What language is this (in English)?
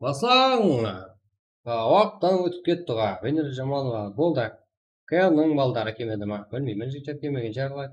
Kara-Kalpak